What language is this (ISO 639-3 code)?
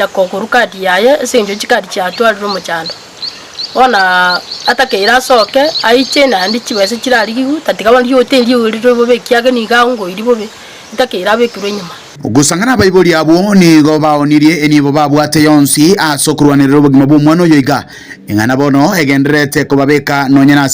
guz